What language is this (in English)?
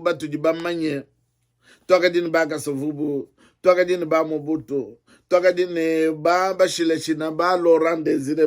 Luba-Lulua